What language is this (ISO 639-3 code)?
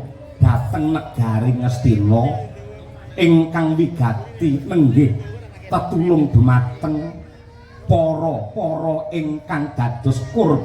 jav